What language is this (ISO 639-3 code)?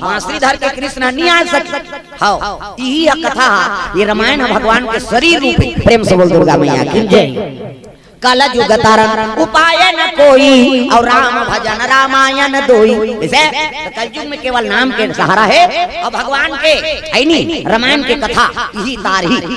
hne